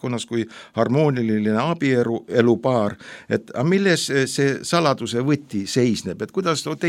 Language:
Estonian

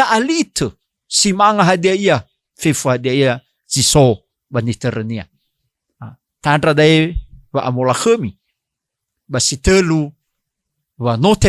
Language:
Nias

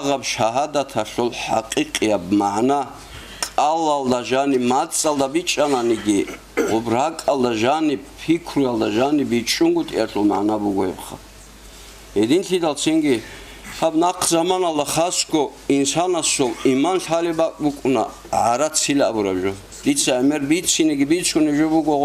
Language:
Avaric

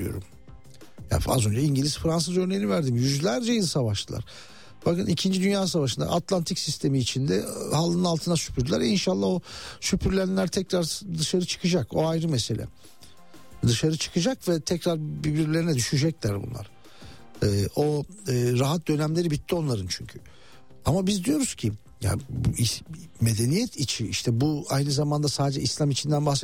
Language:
Turkish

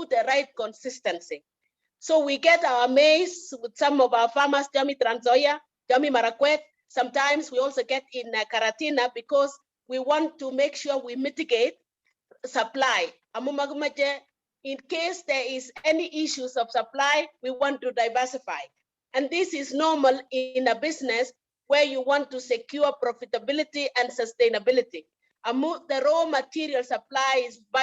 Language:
Kalenjin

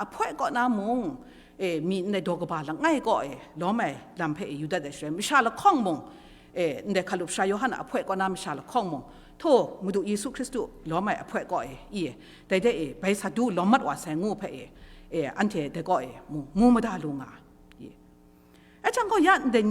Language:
Kachin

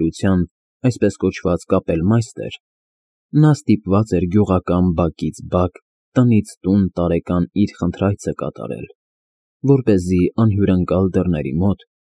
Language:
Armenian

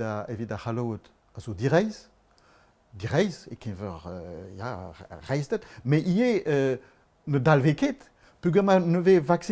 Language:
Breton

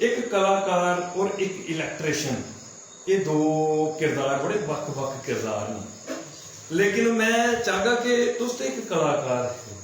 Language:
Dogri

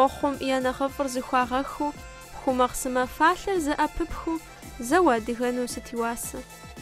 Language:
Kabardian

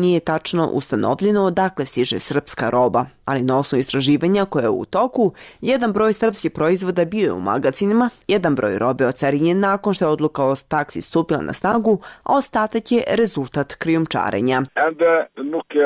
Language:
Serbian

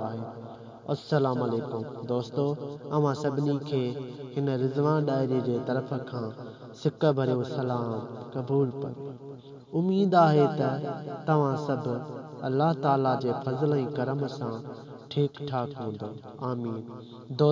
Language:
Sindhi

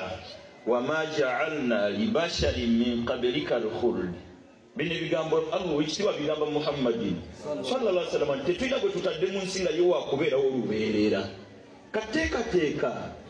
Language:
Ganda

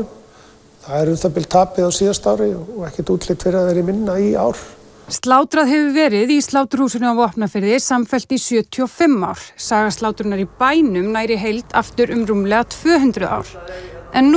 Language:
Icelandic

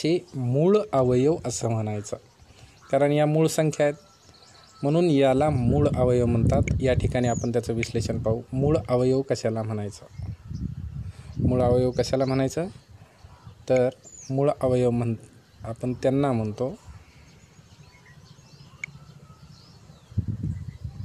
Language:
Marathi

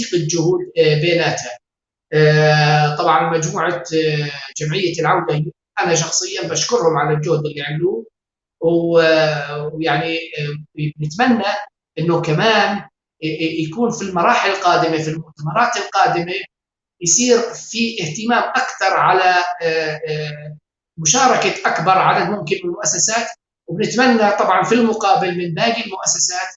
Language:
North Levantine Arabic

